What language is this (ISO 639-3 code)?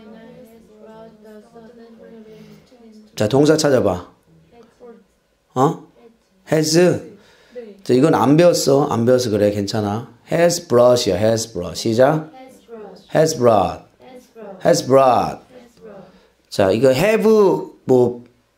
kor